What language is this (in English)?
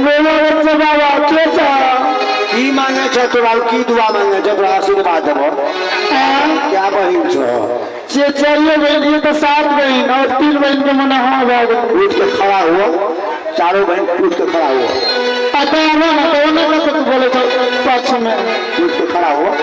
Maithili